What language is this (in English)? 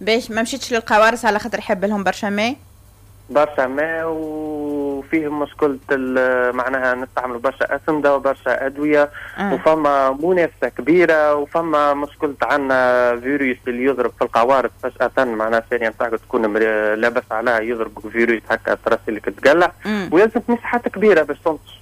Tunisian Arabic